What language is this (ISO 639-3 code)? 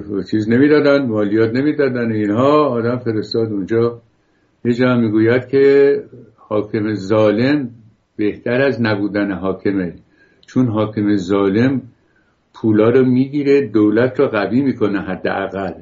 fas